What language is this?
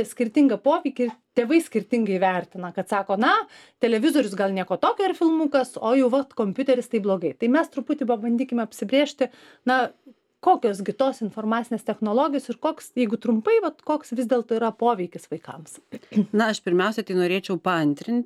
Lithuanian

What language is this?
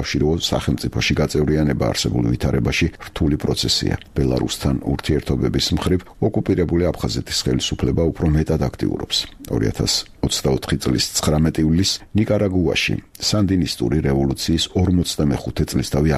Georgian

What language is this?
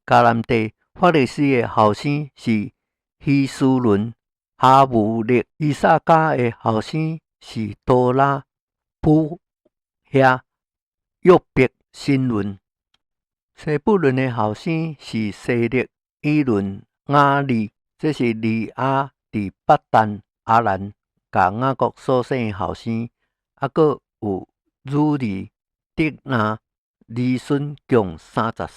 Min Nan Chinese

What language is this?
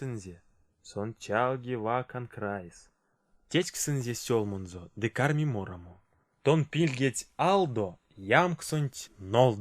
Erzya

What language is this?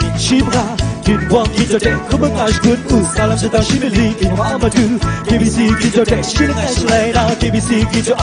Kachin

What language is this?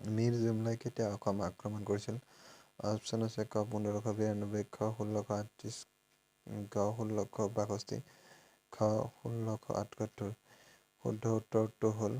Assamese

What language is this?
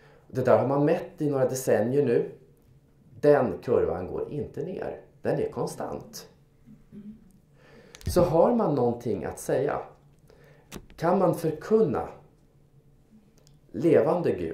Swedish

